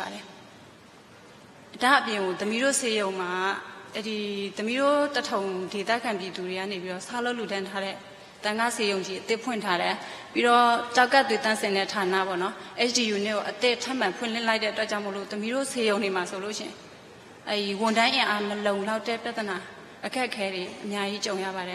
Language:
Burmese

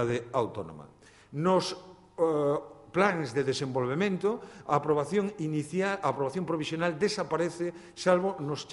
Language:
Galician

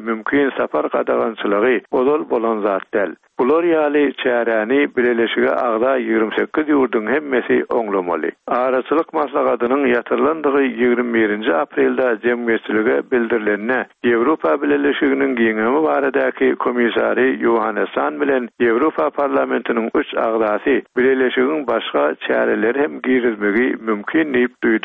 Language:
Turkmen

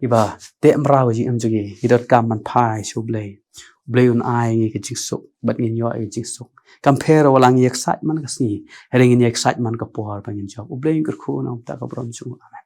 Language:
Khasi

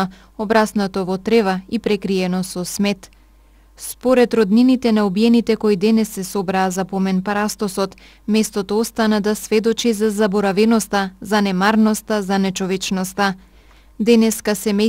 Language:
Macedonian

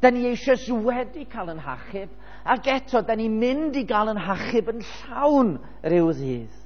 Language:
Welsh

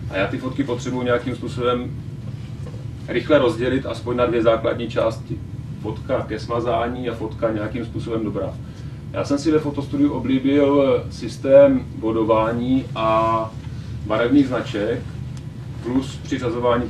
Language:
Czech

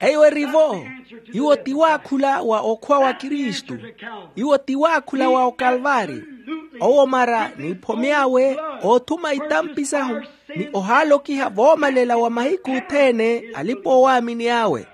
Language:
Makhuwa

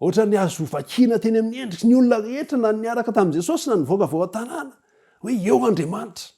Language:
Malagasy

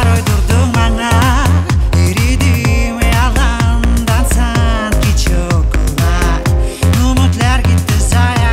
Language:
Crimean Tatar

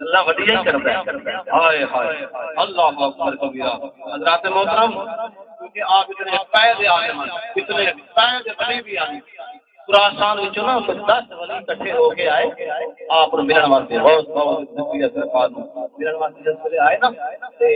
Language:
Saraiki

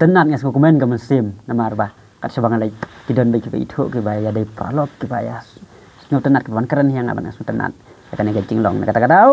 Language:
Khasi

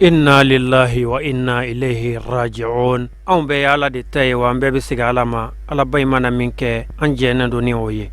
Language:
Bambara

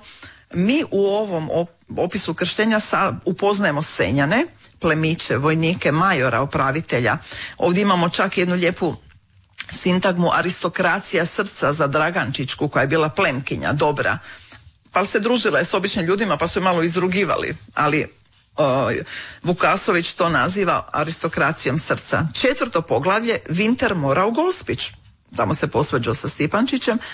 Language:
Croatian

